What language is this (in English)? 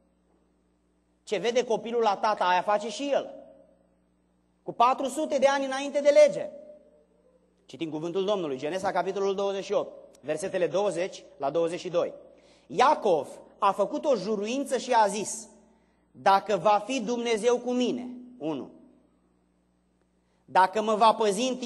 Romanian